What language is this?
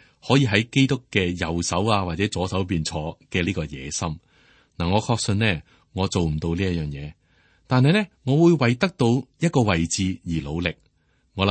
Cantonese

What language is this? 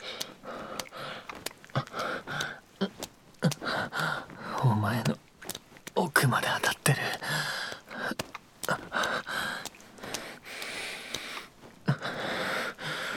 Japanese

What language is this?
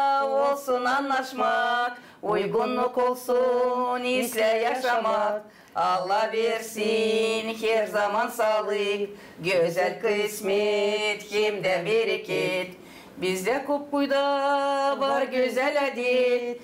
Gagauz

